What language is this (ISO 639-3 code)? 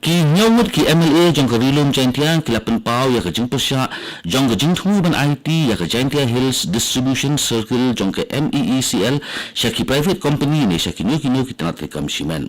kha